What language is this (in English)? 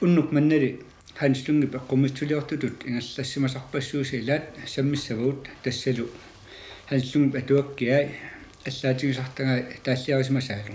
Kalaallisut